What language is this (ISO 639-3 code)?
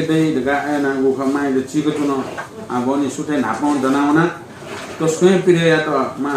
new